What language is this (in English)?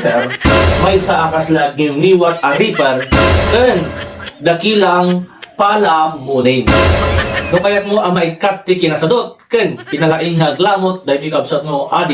Iloko